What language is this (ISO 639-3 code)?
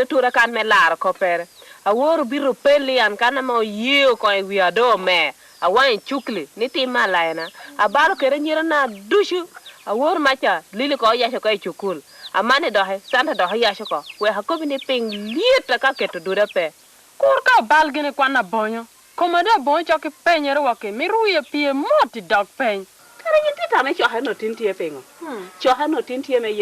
laj